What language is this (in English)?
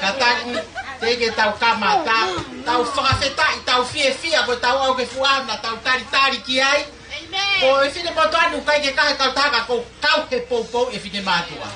Tongan